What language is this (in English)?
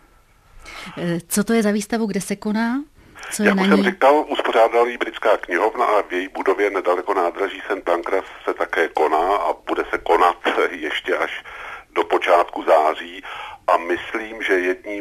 Czech